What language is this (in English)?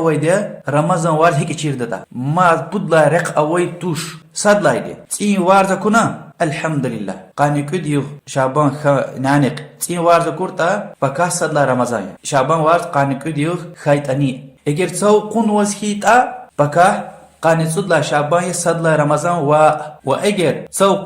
Lezghian